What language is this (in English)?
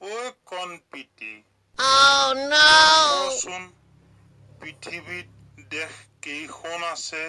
Assamese